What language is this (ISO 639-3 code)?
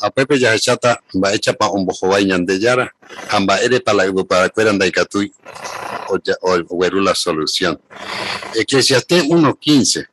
grn